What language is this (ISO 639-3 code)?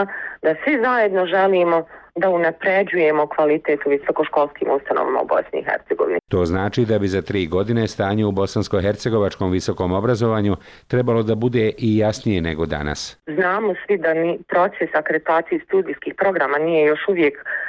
bos